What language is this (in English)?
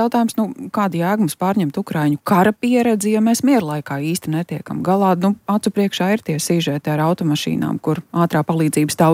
Latvian